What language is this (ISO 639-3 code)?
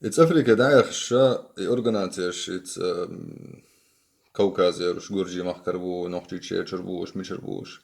che